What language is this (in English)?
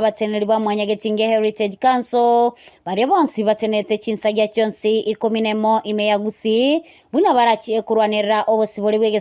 Gusii